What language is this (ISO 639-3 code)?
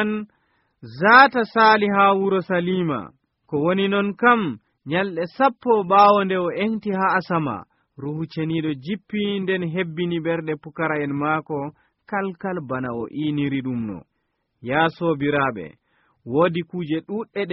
fuv